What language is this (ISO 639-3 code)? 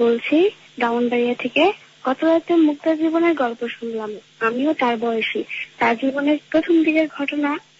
ben